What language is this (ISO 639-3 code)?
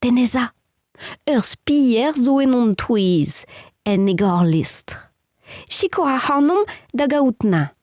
bre